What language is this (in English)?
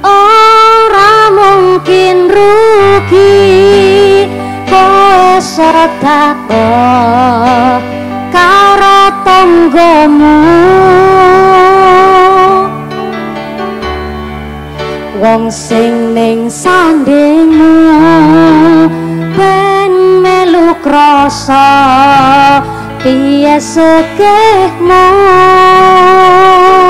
Javanese